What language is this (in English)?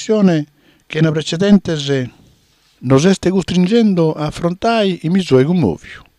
Sardinian